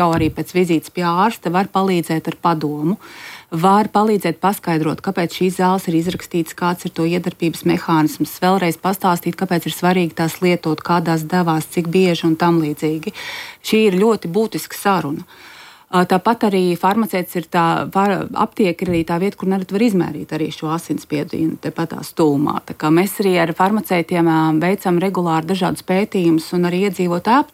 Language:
Latvian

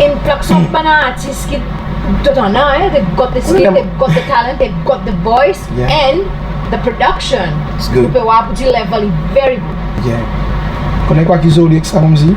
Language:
Seselwa Creole French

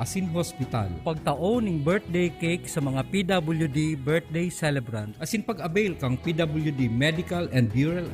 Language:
Bikol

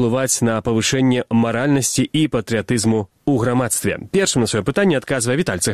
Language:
Belarusian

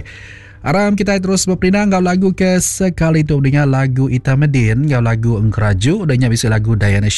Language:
Iban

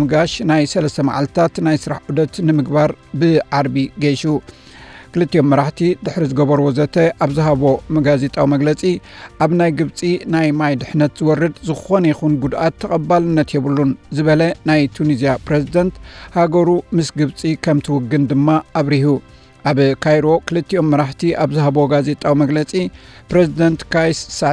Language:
Tigrinya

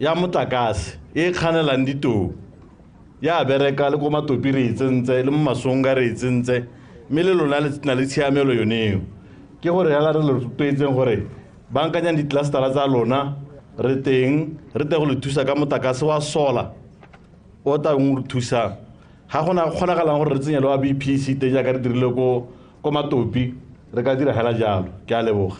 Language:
Tswana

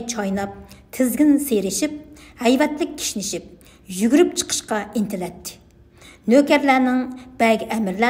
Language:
Uyghur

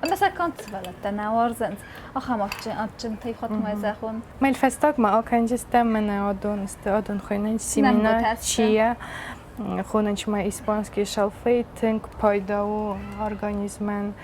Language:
Ossetic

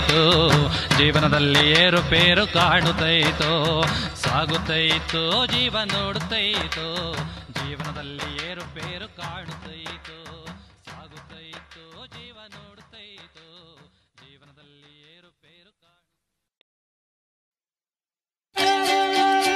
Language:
Kannada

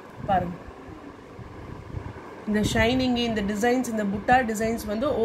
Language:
Tamil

